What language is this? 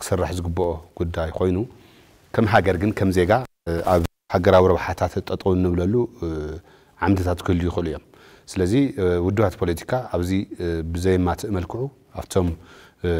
Tigrinya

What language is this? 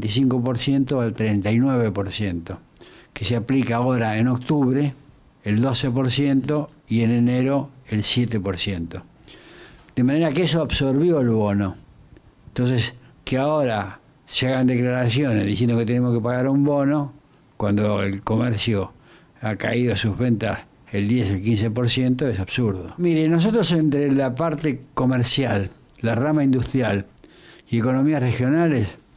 Spanish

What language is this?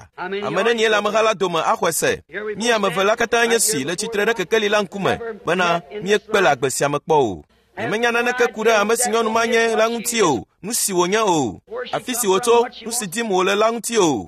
Ewe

